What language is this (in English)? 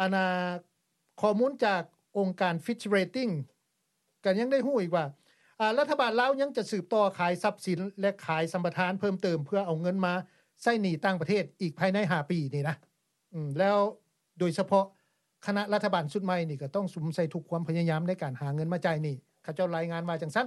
Lao